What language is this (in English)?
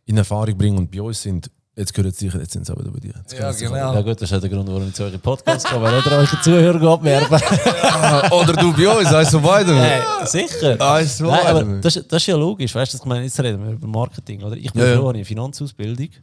Swiss German